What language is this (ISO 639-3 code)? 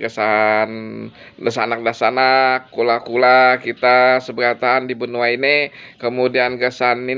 bjn